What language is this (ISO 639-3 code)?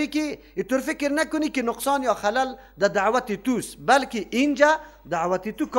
fas